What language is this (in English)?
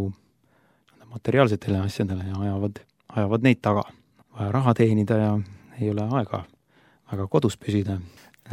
Estonian